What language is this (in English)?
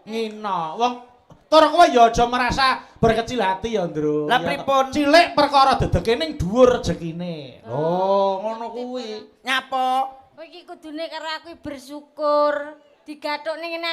Javanese